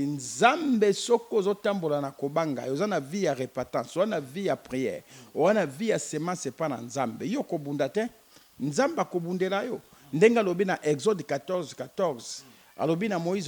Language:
Lingala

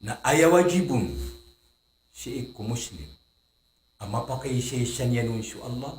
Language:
Maranao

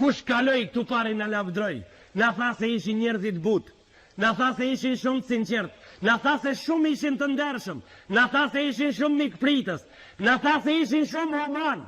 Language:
Albanian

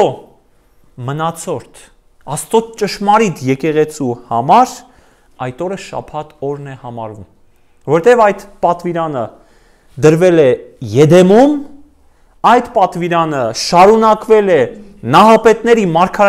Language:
Armenian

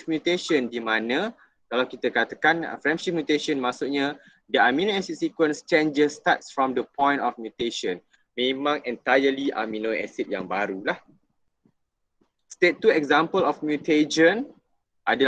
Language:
Malay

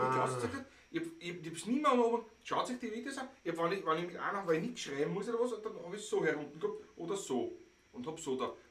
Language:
Bavarian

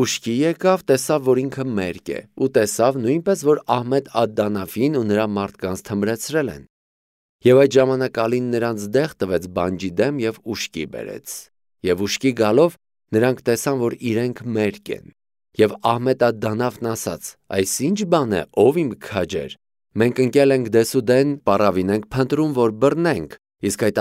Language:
Armenian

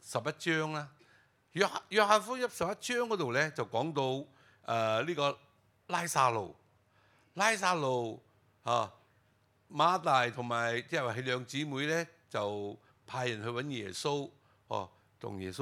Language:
Cantonese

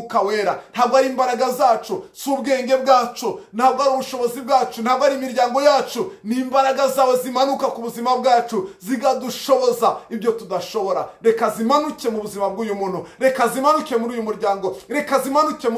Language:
Kinyarwanda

